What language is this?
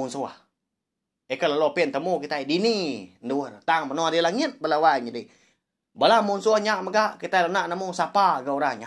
Iban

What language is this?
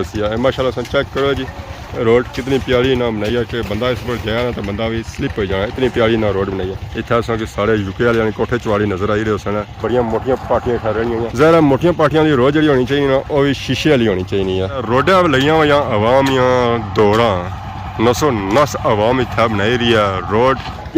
Pahari-Potwari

